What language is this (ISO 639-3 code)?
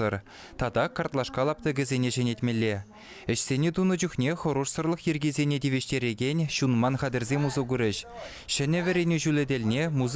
chv